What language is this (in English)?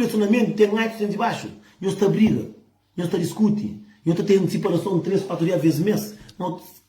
Kabuverdianu